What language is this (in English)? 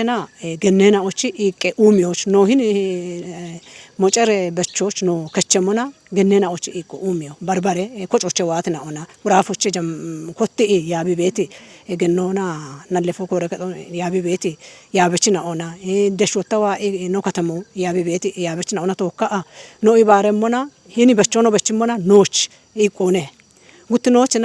Kafa